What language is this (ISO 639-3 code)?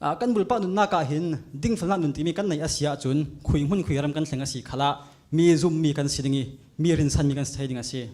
cfm